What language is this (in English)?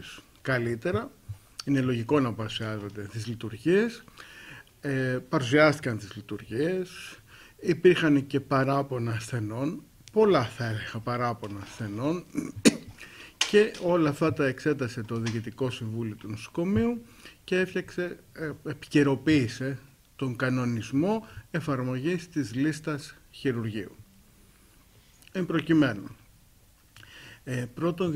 Greek